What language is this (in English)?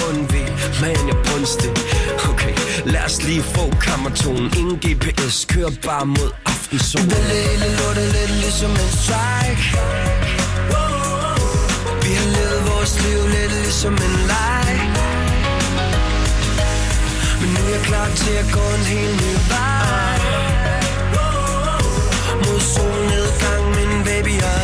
Danish